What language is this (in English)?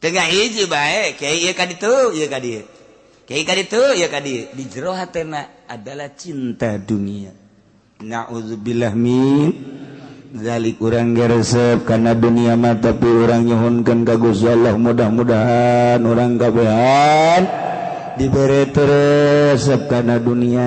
Sundanese